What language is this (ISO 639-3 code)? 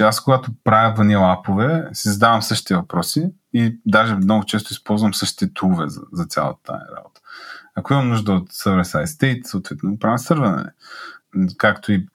bul